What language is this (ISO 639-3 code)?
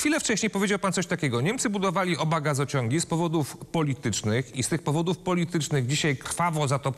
pol